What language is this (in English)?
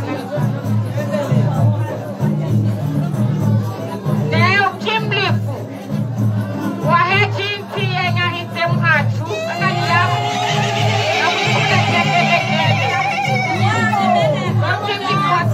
Swahili